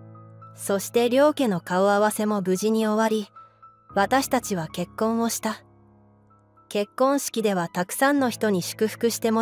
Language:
Japanese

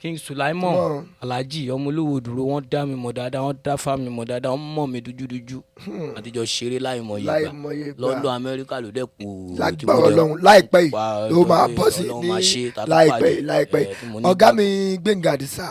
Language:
Yoruba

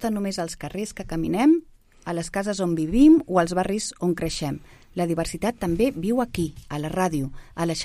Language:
Catalan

